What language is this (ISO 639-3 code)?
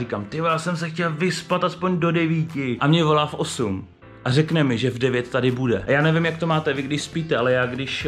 ces